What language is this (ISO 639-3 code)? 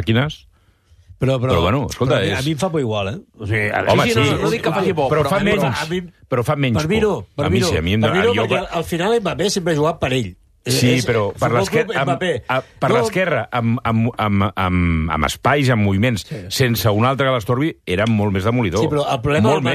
cat